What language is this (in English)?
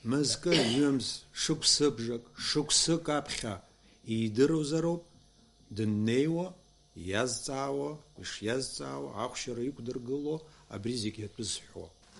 Abkhazian